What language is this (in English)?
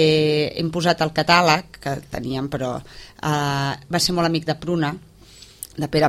Catalan